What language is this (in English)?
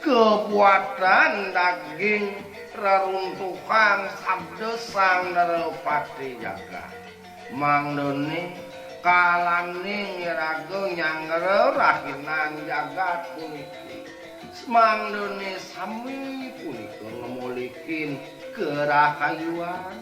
Balinese